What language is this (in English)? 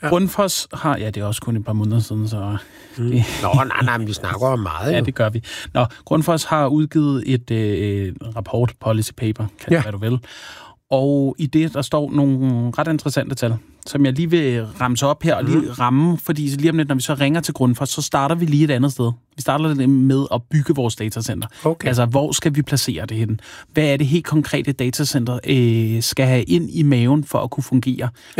Danish